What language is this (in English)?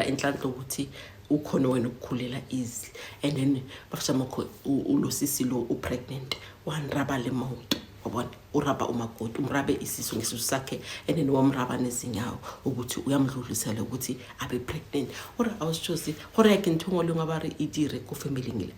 Zulu